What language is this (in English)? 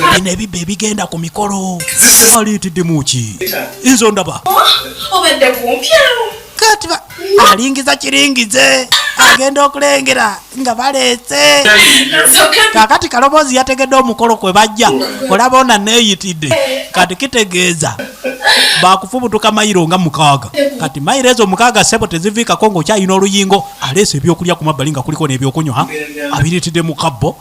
Ganda